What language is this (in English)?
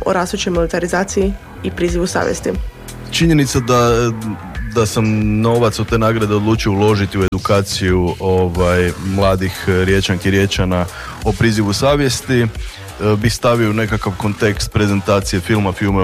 Croatian